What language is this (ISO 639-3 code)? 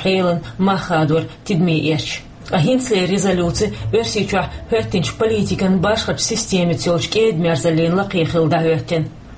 che